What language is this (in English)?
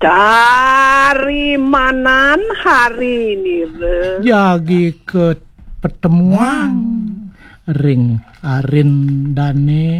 Balinese